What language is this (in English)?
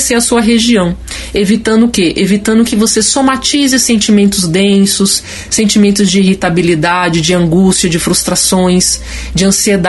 Portuguese